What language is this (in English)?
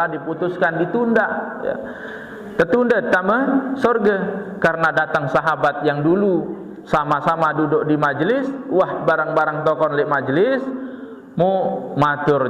Sasak